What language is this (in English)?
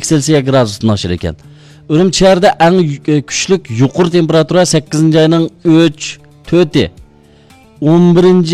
Uyghur